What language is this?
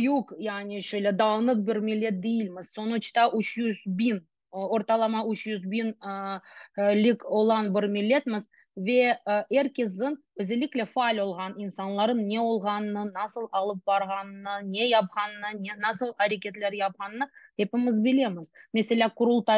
Crimean Tatar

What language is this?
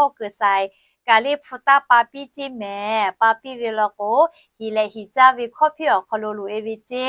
Lahu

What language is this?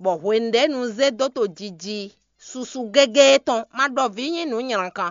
Fon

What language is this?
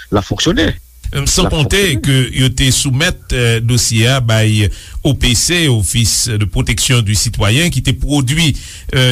Haitian Creole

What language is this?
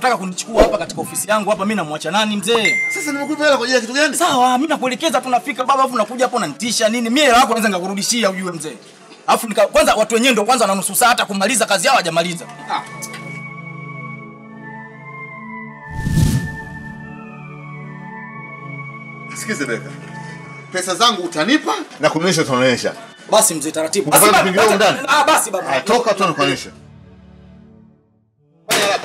Swahili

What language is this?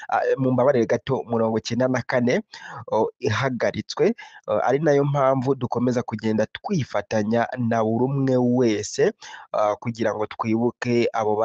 Kinyarwanda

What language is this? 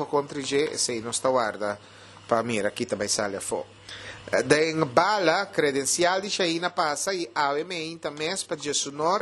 Papiamento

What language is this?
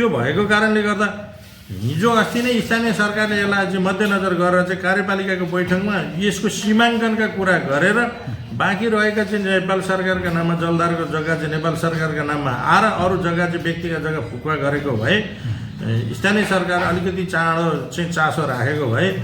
Nepali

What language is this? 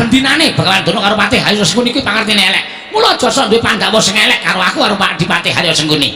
Javanese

